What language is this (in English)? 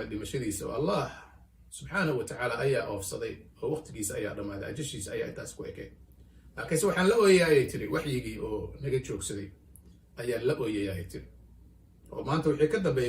Somali